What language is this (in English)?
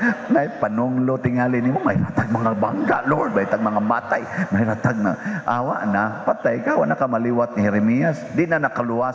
Cebuano